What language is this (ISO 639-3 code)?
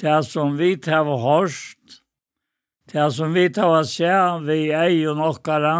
fao